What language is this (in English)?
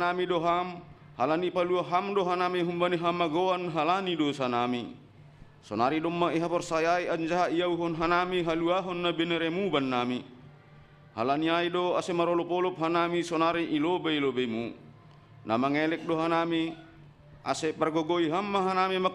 Batak Simalungun